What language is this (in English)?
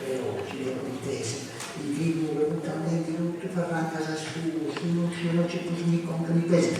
Sardinian